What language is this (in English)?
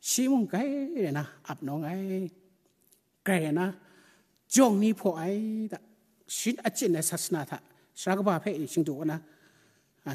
Kachin